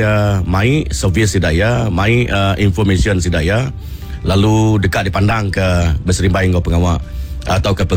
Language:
Iban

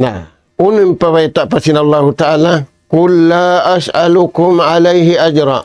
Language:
Tausug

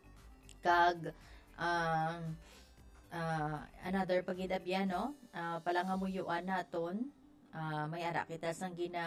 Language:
Hiligaynon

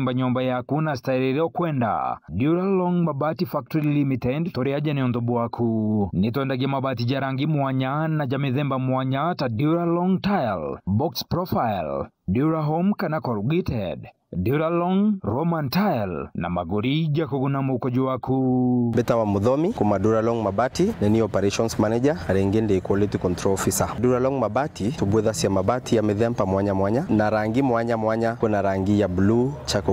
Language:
Meru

